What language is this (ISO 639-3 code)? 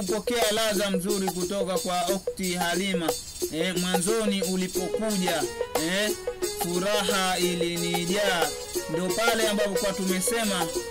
swa